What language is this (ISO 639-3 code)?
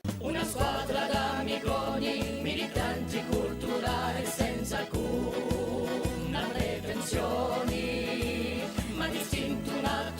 cos